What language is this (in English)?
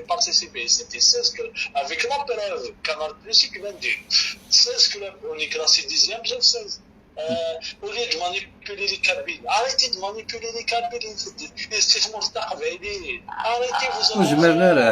Algerian Arabic